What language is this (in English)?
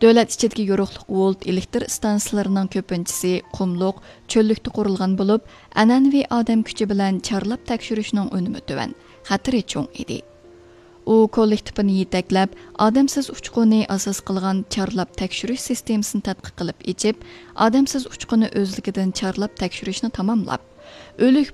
Uyghur